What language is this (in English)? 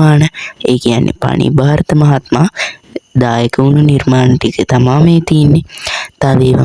Sinhala